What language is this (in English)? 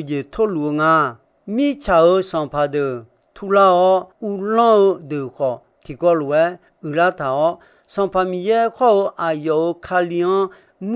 Akha